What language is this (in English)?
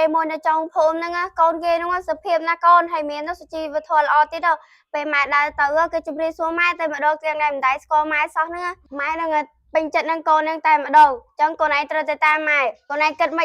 Khmer